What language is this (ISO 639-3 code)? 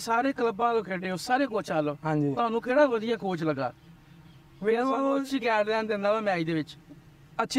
pan